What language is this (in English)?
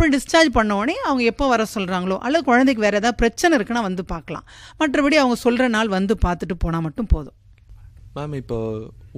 Tamil